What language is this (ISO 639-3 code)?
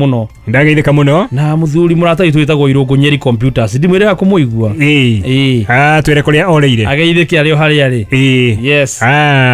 kik